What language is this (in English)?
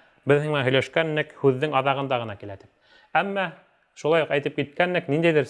Bashkir